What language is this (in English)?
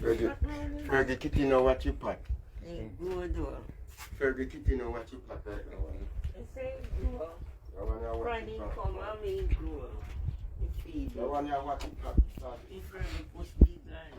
Jamaican Creole English